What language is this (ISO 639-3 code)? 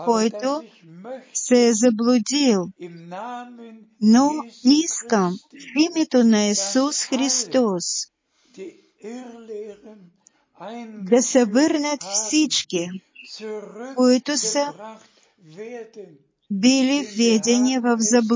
bul